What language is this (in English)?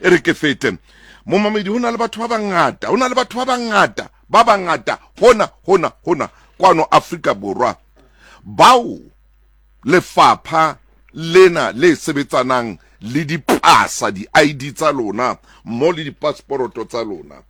Southern Sotho